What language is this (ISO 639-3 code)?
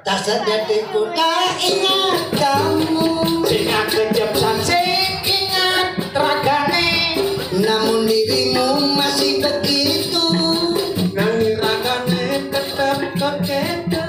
ban